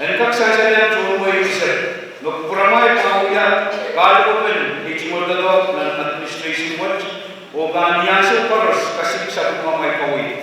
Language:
Pohnpeian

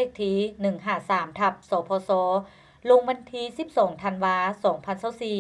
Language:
Lao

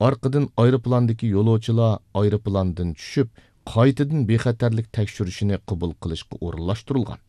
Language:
Uyghur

